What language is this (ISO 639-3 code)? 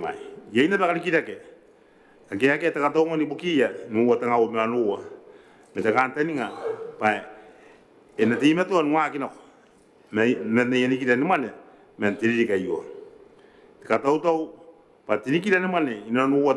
gil